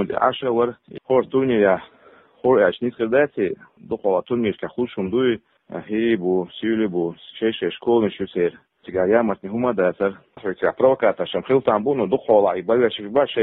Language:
Chechen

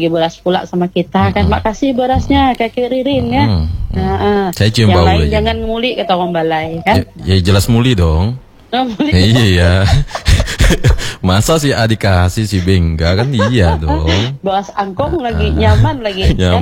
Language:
Indonesian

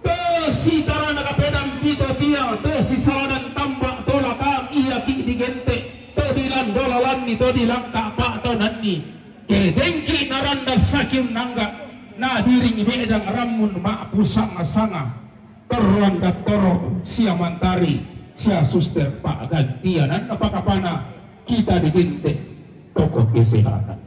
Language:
Toraja-Sa'dan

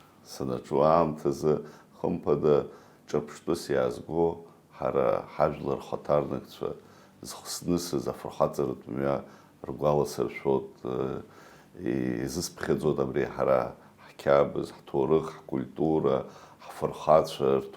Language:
Abkhazian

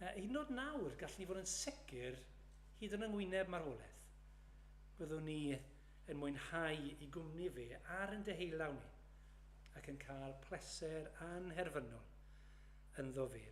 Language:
Welsh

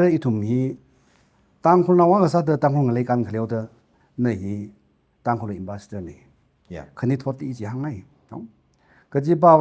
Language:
Tangkhul Naga (India)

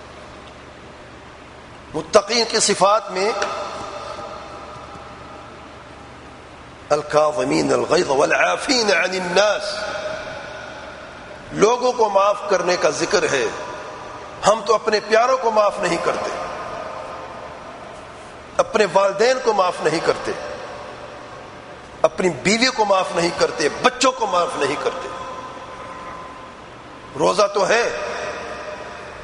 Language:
Urdu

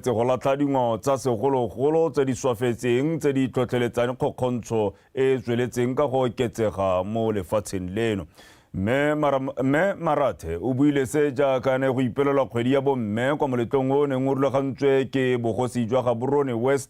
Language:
Tswana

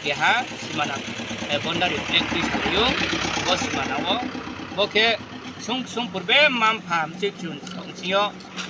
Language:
Riang (India)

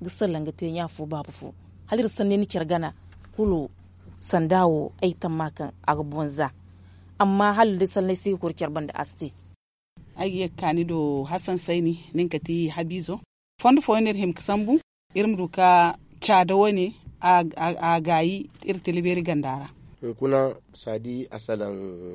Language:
Zarma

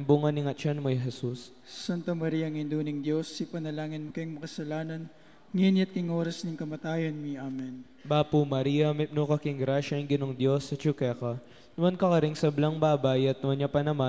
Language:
Pampanga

